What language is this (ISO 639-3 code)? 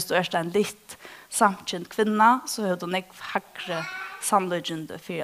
fao